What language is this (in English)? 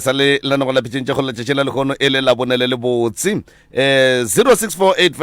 Northern Sotho